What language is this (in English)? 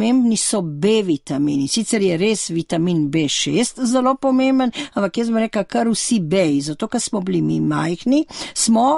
Slovenian